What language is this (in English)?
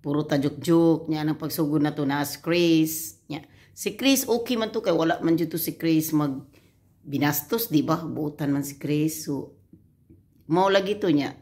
Cebuano